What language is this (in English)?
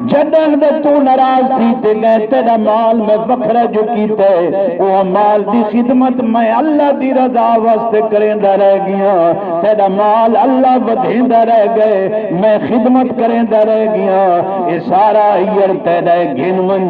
Saraiki